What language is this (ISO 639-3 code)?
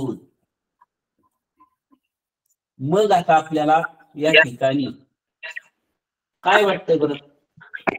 mar